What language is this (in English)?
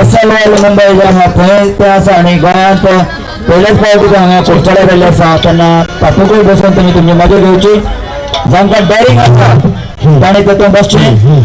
Konkani